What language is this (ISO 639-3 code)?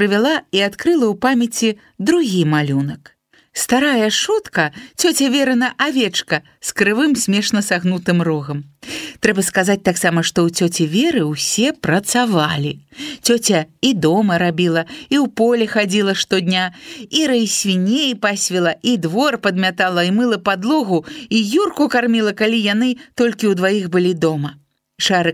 bel